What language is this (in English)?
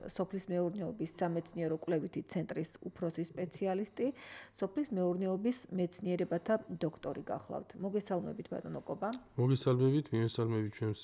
Georgian